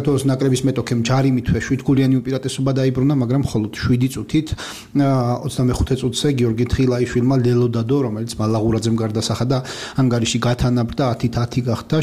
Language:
Georgian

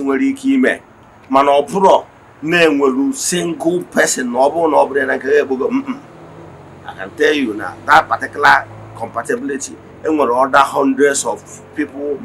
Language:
Igbo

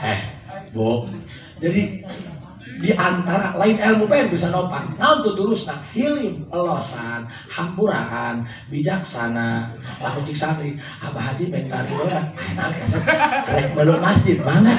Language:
Sundanese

